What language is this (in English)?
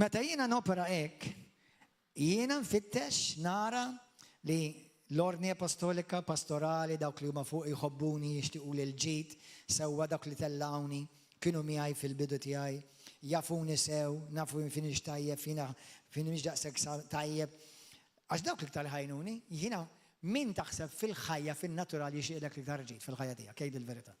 Maltese